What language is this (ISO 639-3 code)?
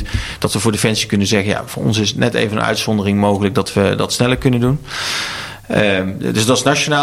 nld